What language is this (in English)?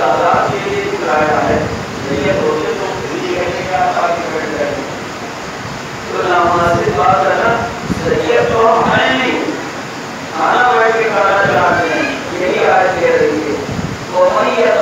Urdu